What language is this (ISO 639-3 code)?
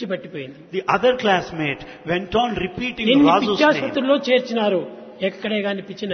tel